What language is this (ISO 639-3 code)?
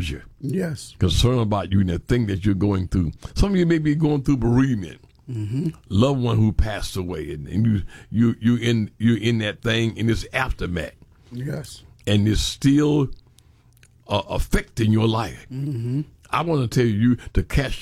eng